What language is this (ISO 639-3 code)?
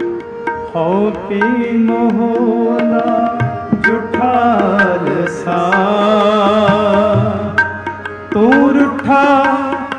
pan